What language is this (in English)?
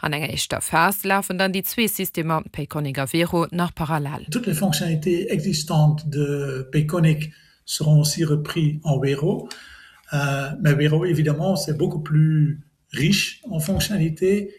Luxembourgish